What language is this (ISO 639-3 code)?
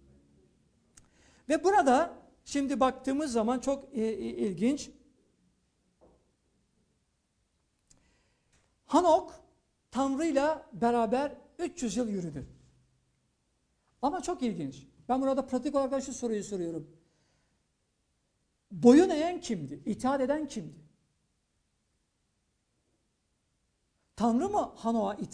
tur